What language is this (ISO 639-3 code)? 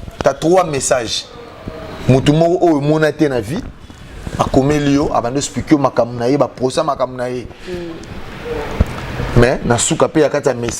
lin